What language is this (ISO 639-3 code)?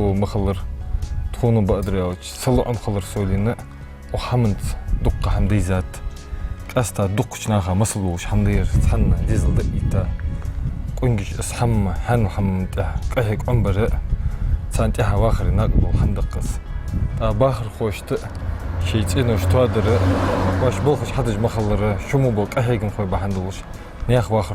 inh